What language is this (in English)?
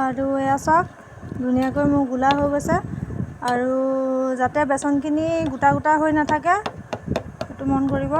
Assamese